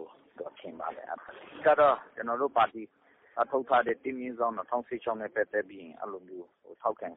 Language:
Burmese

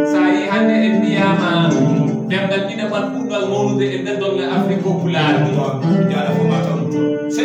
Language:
Fula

